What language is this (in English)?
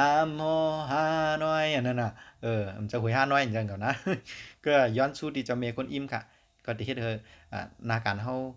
Shan